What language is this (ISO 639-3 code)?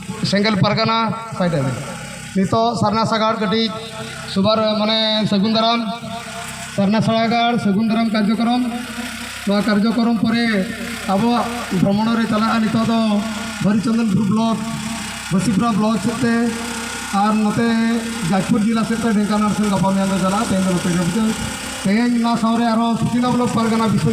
sat